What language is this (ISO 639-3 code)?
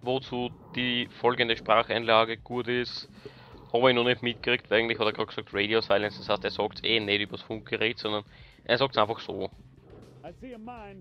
bar